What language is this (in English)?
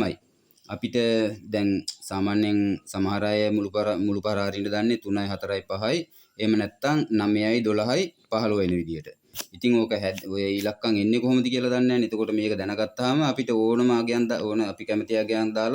Sinhala